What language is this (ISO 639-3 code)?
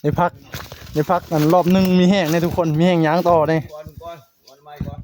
tts